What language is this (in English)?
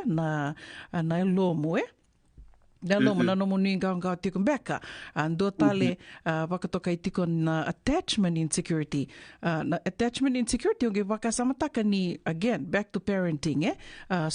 Fijian